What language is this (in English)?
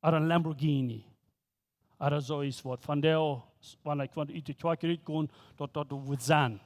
Plautdietsch